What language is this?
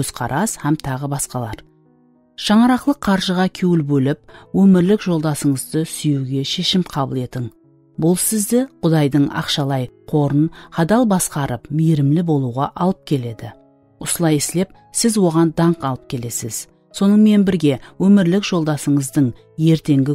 Kara-Kalpak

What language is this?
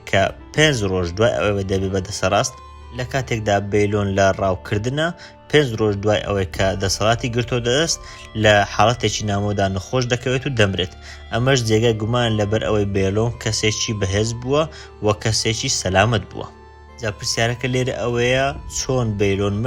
Central Kurdish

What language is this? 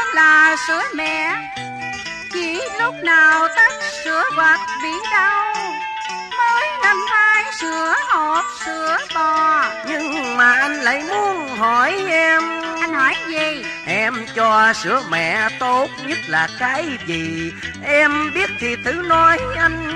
Vietnamese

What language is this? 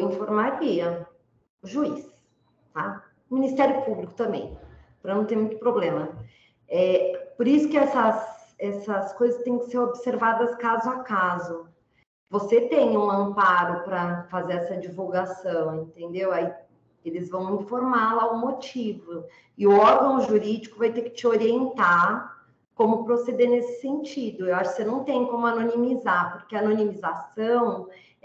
Portuguese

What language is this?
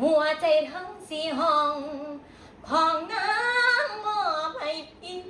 Lao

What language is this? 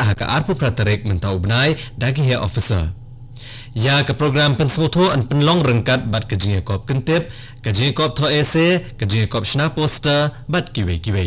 Khasi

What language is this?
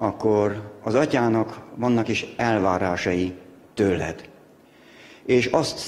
Hungarian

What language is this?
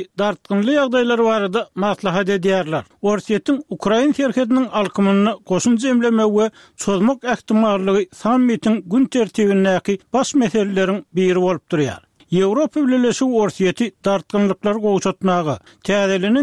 Turkmen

